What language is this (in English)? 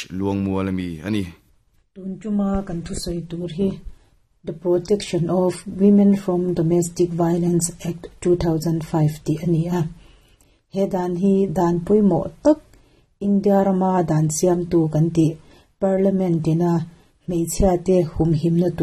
Mizo